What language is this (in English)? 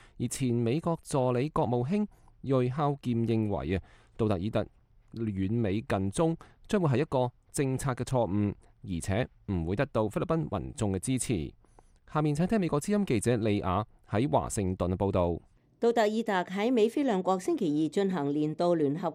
Cantonese